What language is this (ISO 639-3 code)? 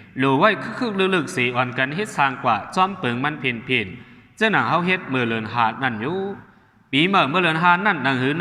shn